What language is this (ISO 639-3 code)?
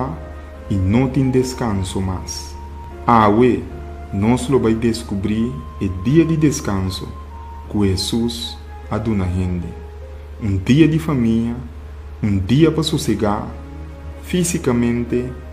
pap